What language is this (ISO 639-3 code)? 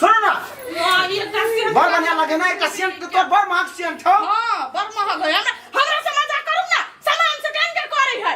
mai